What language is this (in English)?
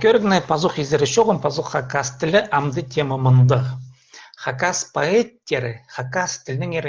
Khakas